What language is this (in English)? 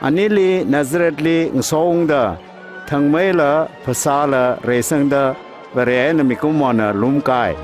Tangkhul Naga (India)